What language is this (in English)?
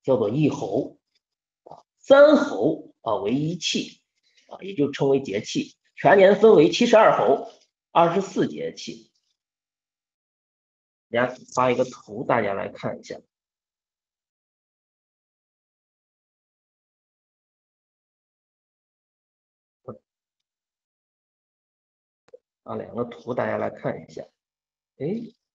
Chinese